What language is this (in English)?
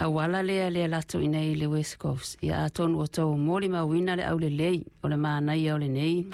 Samoan